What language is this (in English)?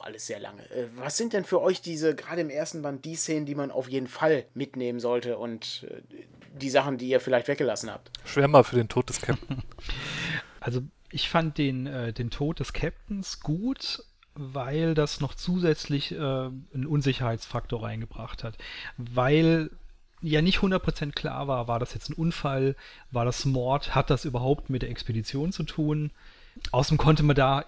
German